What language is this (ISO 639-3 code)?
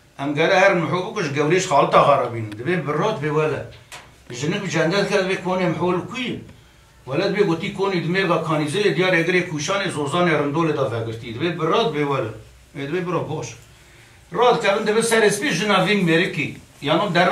kur